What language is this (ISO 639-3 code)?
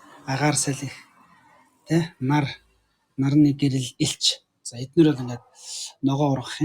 mon